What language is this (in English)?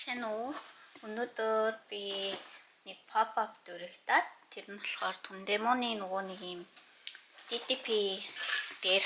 Mongolian